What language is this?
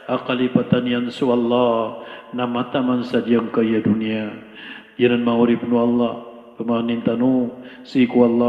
Maranao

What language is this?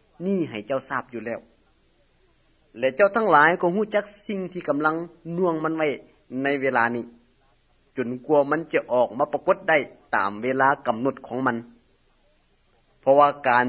Thai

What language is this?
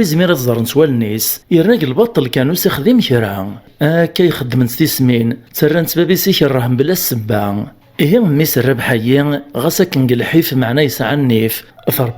Kabyle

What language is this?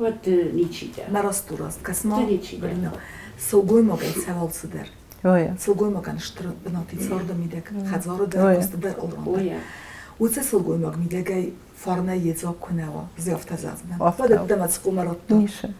Ossetic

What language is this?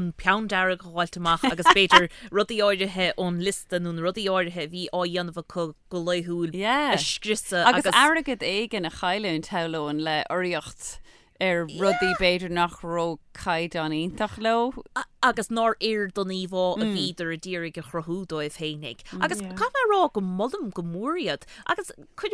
Irish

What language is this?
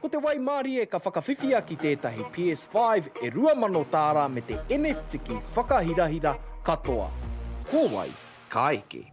Māori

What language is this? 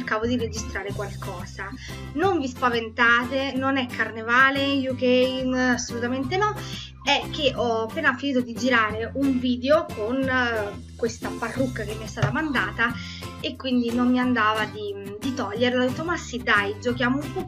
Italian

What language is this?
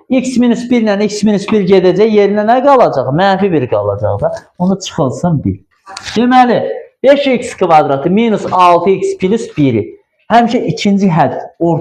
Azerbaijani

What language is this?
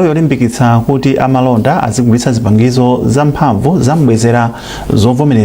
Nyanja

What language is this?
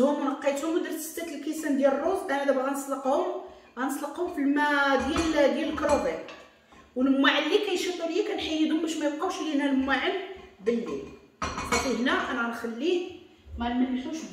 Moroccan Arabic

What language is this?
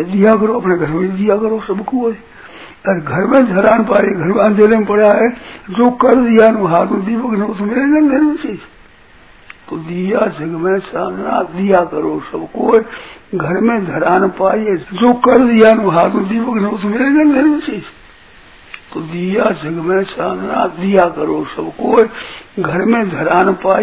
Hindi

